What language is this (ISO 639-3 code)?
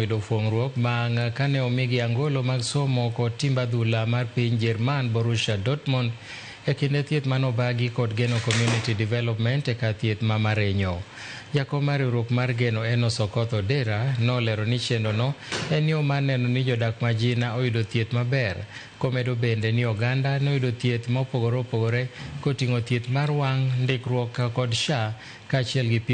luo